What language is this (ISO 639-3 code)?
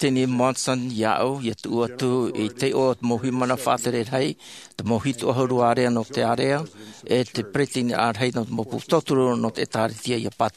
tah